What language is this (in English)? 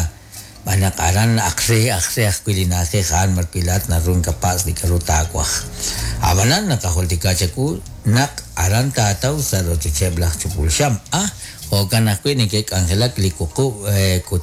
Kekchí